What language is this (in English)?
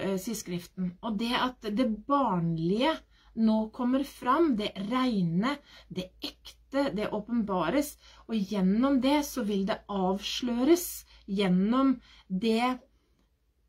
Norwegian